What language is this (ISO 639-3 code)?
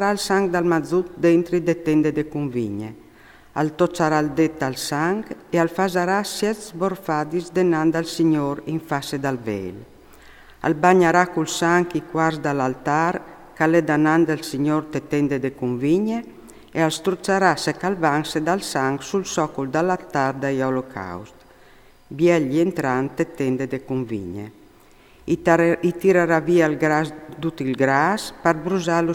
fur